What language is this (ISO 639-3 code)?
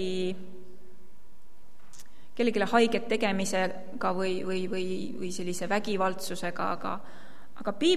est